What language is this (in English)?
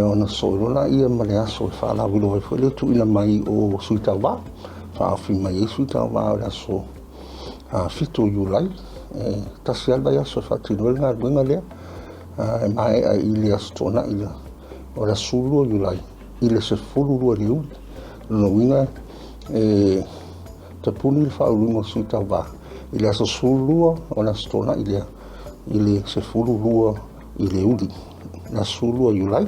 Samoan